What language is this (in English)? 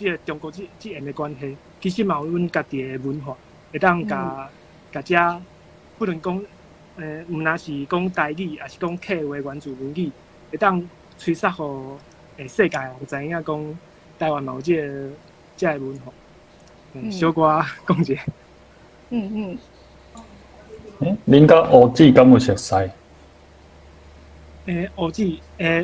Min Nan Chinese